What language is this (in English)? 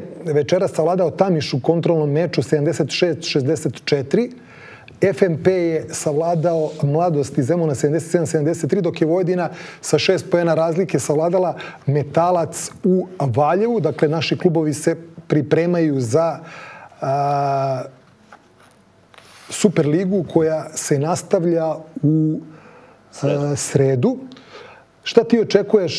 Serbian